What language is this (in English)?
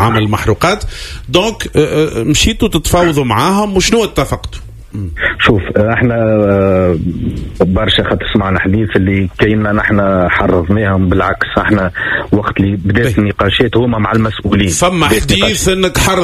Tunisian Arabic